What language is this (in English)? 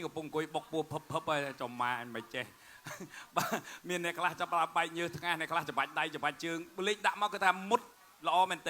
Khmer